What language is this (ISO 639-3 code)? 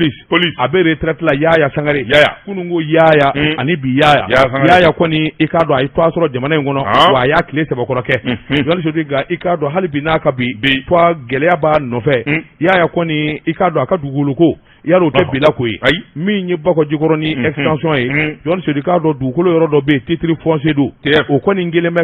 bam